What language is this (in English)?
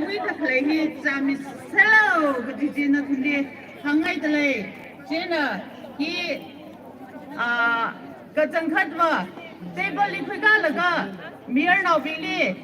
Tangkhul Naga (India)